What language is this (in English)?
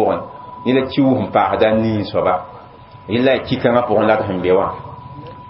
Mossi